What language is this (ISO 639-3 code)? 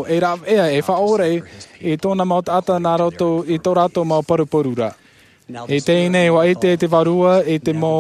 tah